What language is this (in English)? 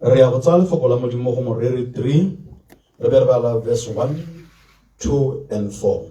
Tswana